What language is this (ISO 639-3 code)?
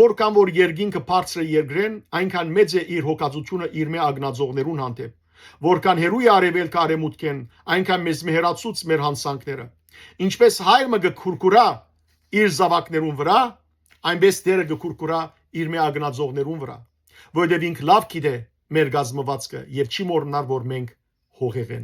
hyw